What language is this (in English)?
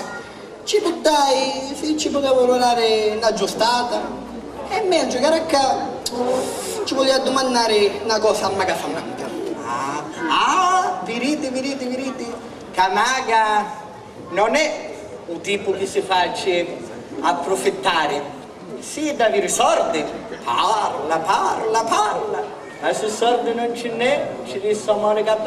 Sicilian